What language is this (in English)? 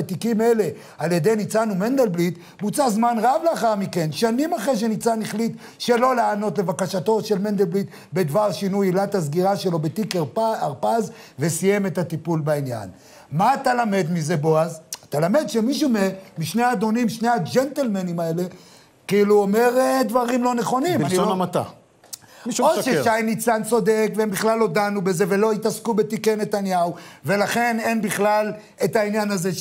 Hebrew